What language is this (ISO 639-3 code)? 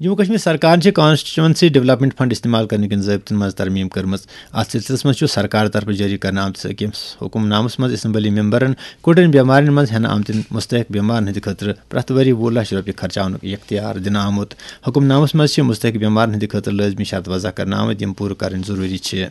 kas